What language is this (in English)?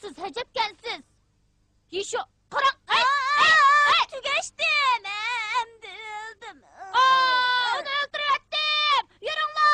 Uyghur